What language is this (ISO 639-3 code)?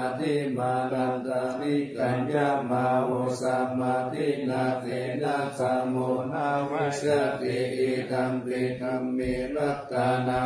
pli